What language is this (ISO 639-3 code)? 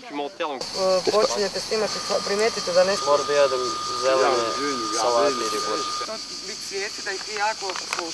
hrv